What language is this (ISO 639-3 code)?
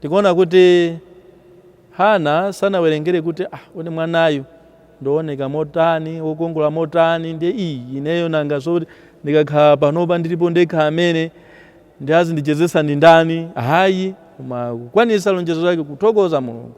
nya